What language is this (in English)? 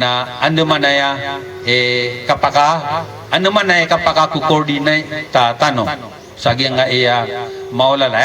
Maranao